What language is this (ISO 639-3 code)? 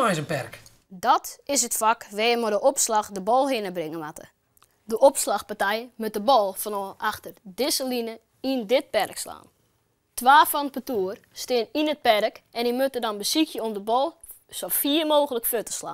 fry